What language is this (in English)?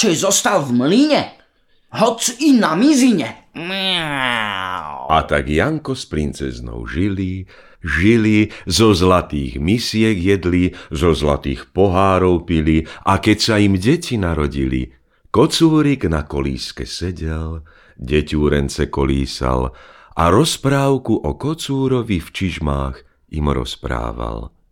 Slovak